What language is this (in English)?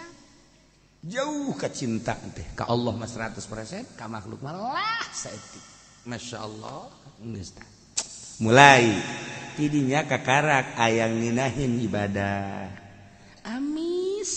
Sundanese